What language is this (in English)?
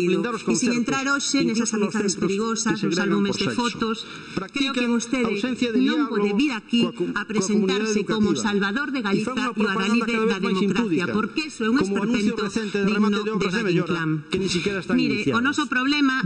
Galician